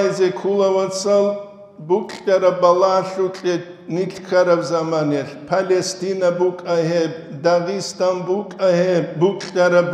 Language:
Avaric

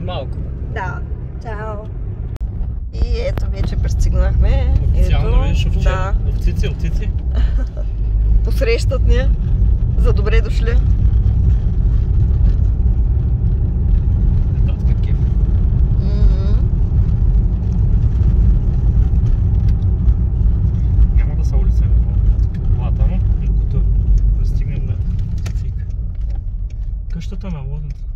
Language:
Bulgarian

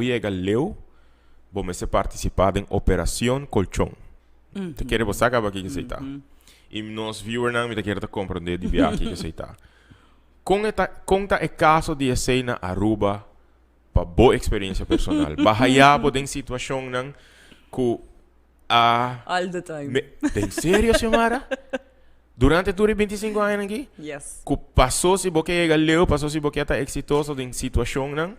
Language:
Papiamento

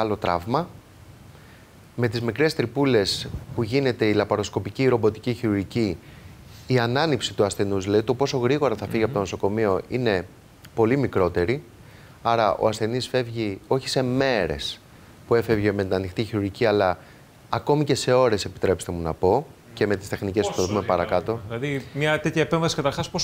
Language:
Greek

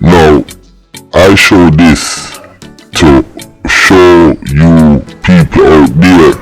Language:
Jamaican Creole English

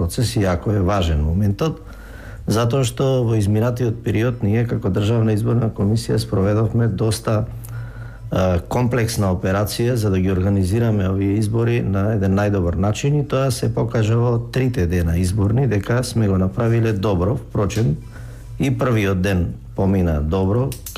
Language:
Macedonian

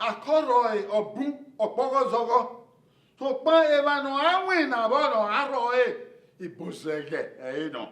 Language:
Bini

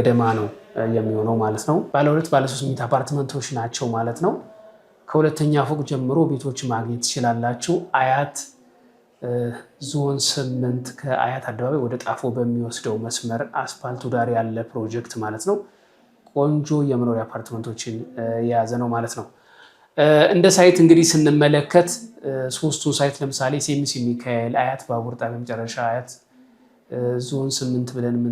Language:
Amharic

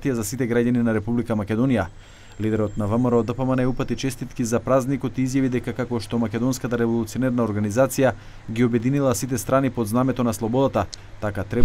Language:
Macedonian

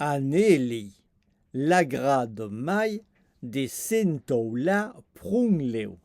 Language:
Occitan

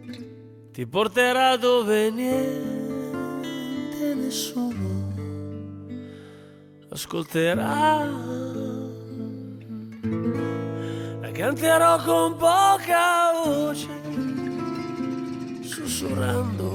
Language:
Italian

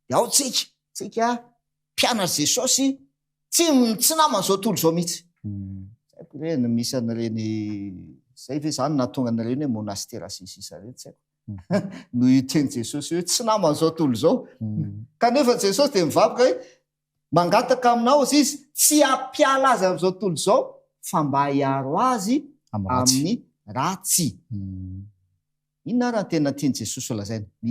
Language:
Malagasy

